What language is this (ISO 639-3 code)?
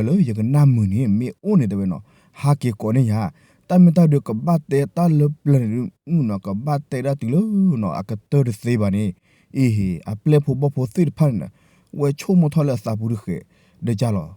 ksw